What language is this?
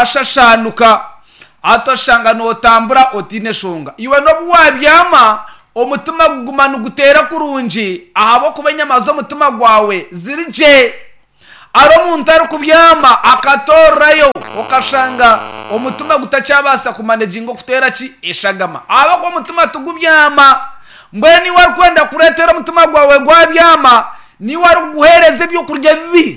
Nyankole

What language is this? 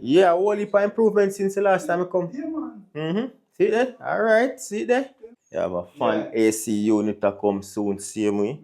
Jamaican Creole English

